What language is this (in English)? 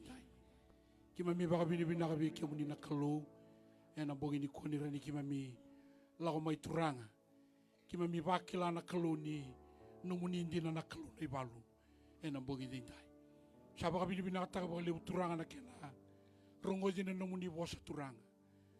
Fijian